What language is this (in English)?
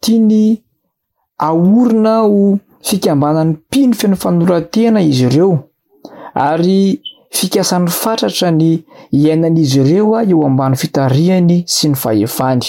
Malagasy